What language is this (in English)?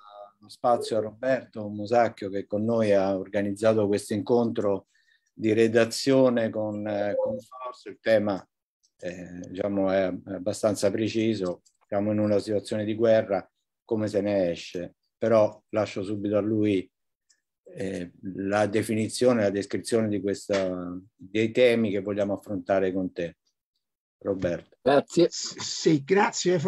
Italian